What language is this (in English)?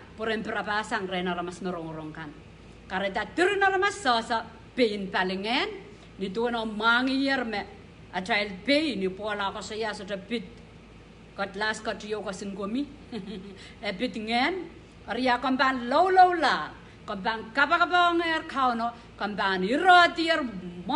Pohnpeian